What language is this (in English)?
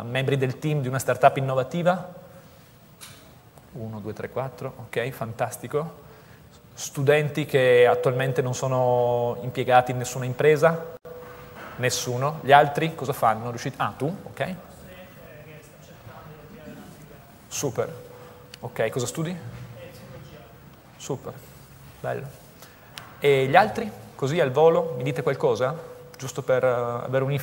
Italian